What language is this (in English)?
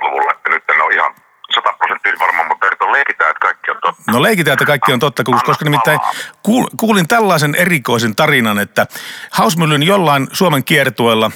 Finnish